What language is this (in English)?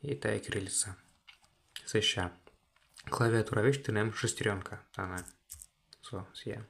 Komi